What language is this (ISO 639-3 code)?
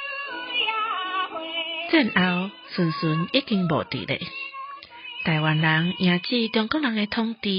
nan